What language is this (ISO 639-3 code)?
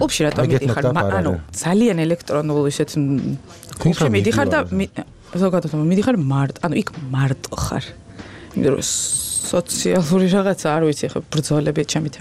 kat